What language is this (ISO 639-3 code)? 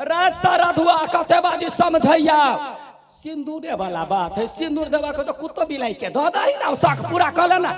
mai